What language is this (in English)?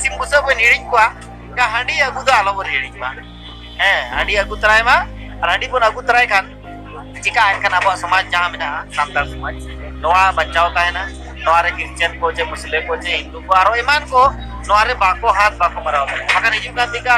Santali